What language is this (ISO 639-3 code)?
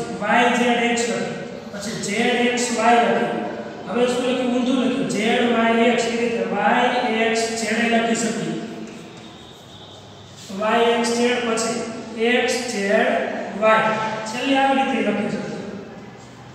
guj